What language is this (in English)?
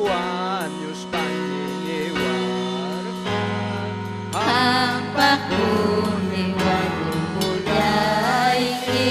Ayacucho Quechua